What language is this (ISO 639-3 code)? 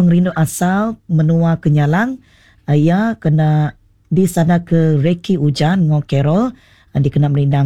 iba